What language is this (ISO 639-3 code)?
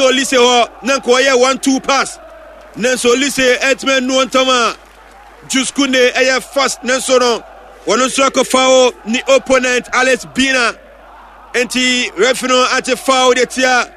aka